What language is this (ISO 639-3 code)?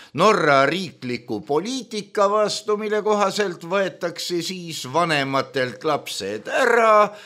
est